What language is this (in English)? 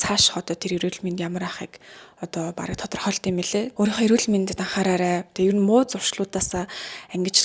Mongolian